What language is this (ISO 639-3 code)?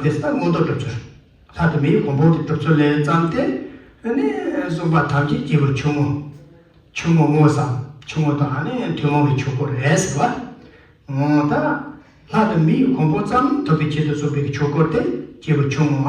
bod